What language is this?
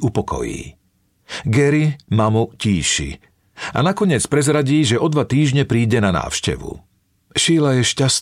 Slovak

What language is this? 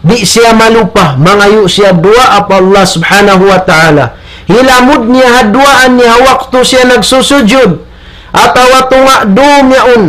Tausug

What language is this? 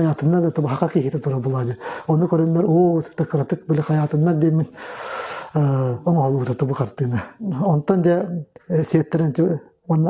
Yakut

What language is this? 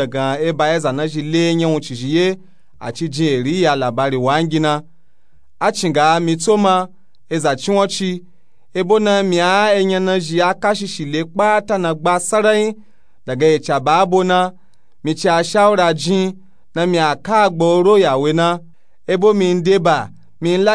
Nupe-Nupe-Tako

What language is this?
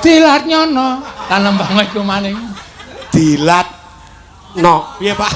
Javanese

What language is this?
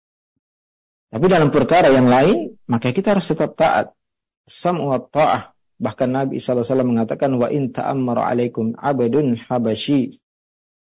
Indonesian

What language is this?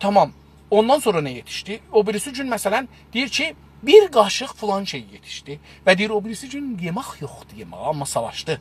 South Azerbaijani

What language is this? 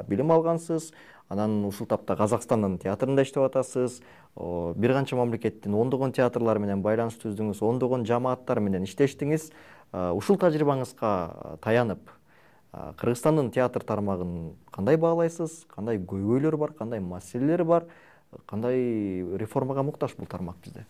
Kyrgyz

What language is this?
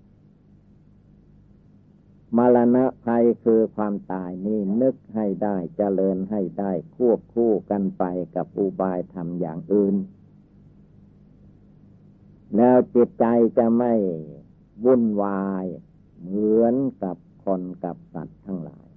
Thai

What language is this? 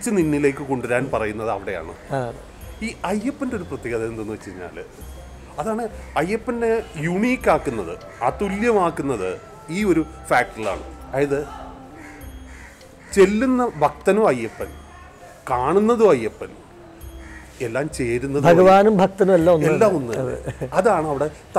Malayalam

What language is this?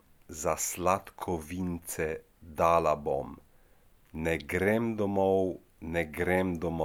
Slovenian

